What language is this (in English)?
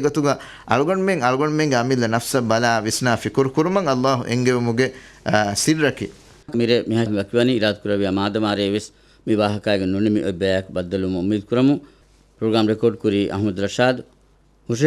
Divehi